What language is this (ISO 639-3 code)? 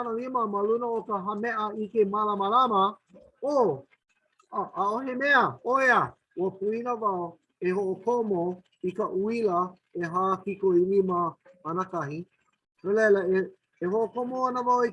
haw